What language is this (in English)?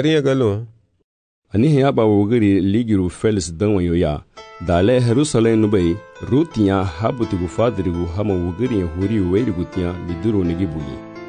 Garifuna